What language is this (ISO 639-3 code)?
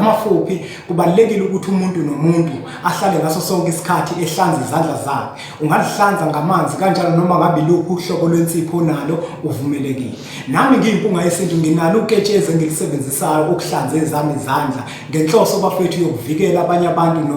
zul